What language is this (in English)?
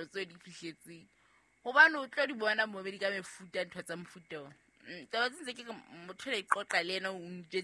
Southern Sotho